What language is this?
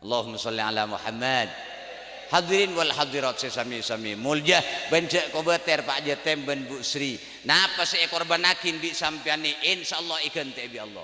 Madurese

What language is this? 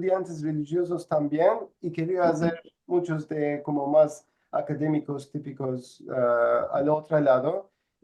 Ladino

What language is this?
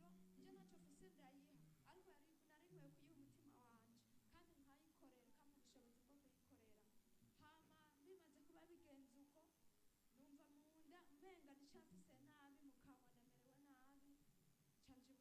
Rundi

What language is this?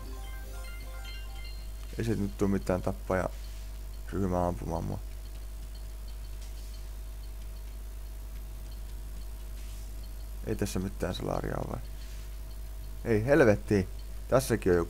Finnish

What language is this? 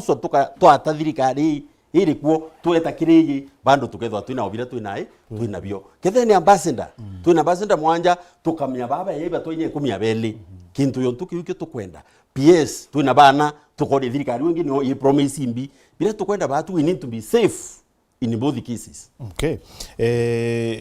Meru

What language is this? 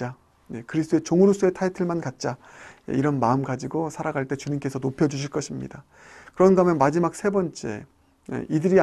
Korean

